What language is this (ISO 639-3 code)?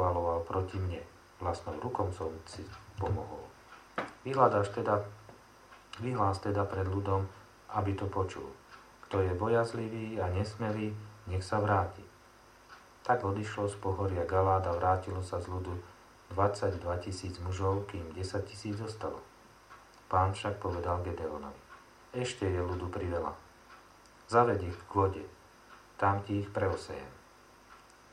slk